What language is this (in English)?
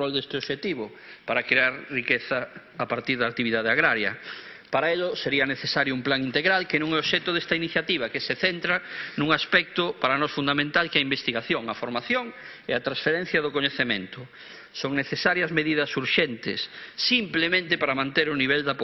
Galician